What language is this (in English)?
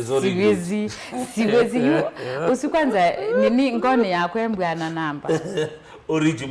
Kamba